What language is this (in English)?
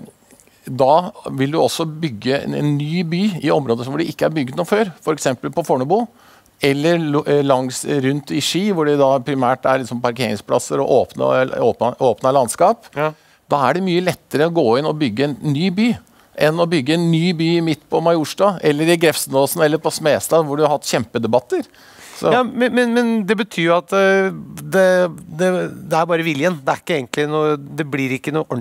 Norwegian